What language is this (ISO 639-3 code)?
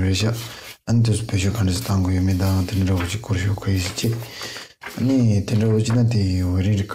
bod